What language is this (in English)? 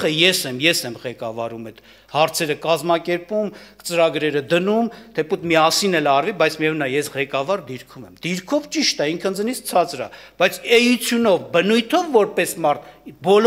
Armenian